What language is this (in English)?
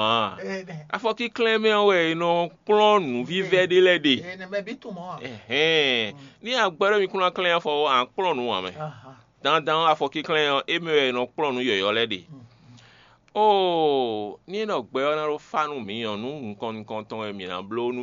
Fon